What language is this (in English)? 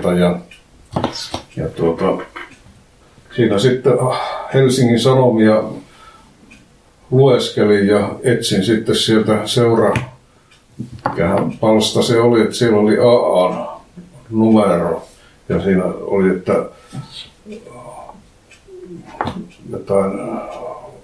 Finnish